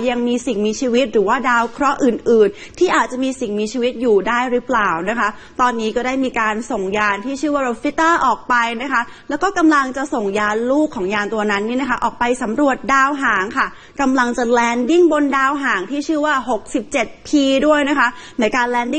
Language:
Thai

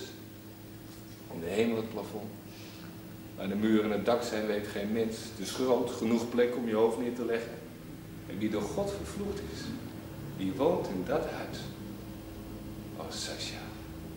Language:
Dutch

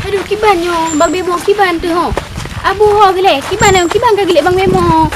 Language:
Achinese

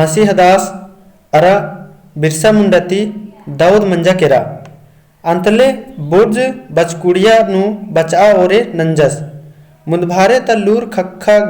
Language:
Kurukh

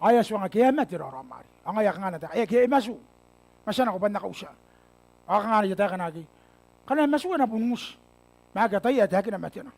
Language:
Gilbertese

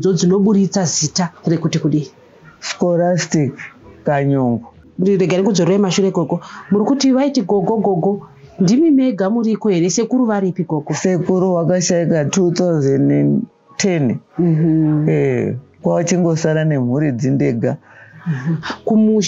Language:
Shona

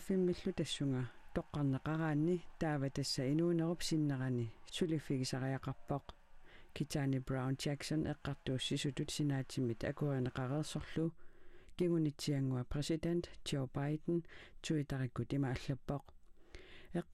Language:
Kalaallisut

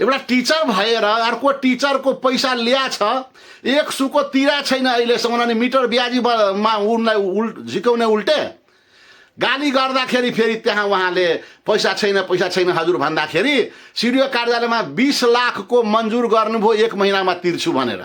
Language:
Nepali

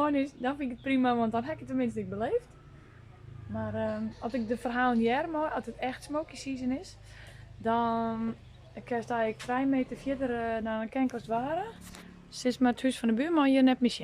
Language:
Western Frisian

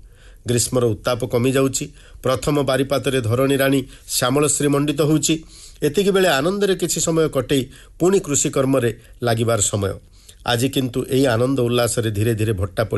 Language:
Odia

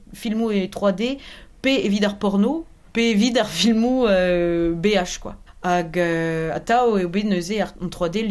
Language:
Breton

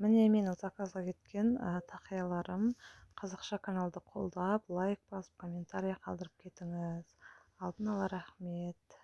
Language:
Kazakh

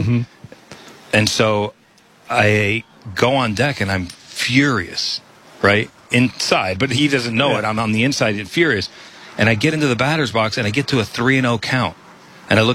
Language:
English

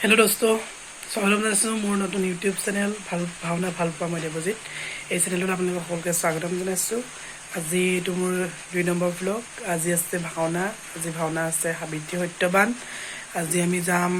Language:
Assamese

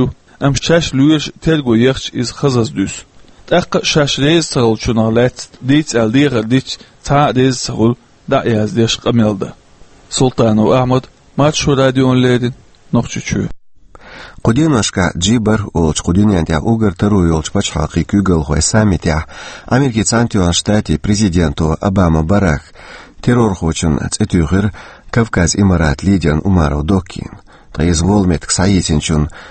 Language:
Chechen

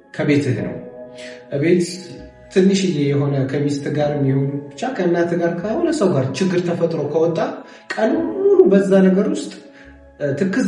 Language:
Amharic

